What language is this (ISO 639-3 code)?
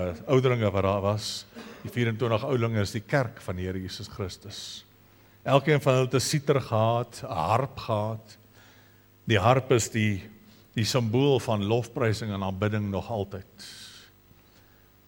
afr